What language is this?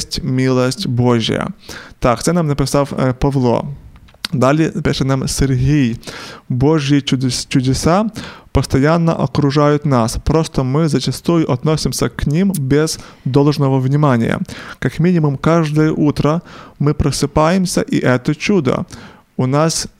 Ukrainian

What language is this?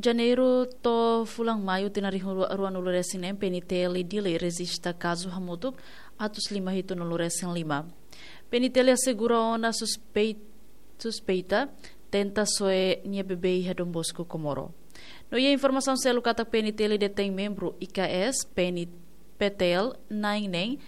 Tetum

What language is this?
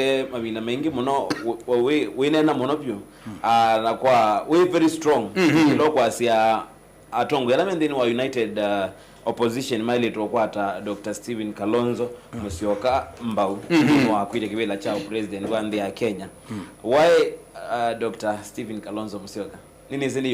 Kamba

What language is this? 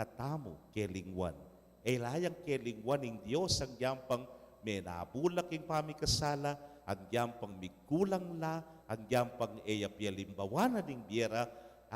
Pampanga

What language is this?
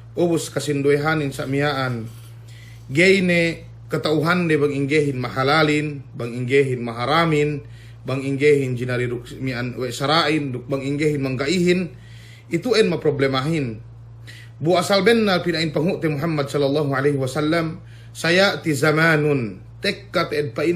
Yakan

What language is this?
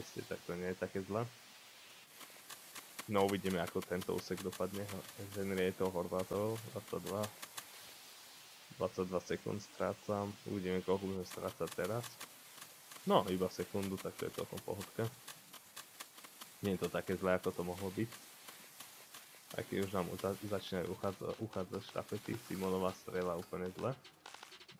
Slovak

